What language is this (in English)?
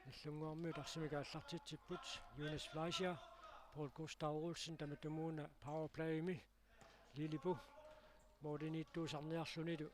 Kalaallisut